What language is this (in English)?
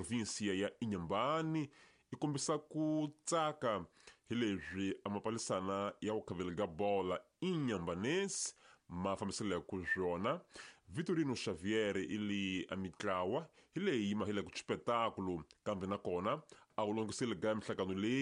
Tsonga